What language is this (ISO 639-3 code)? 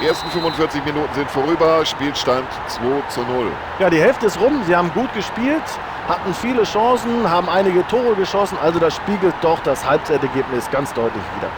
bar